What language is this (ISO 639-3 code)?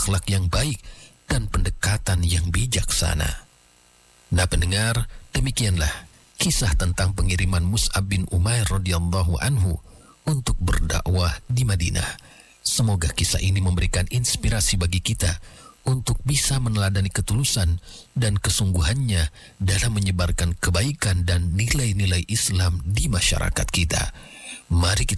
ind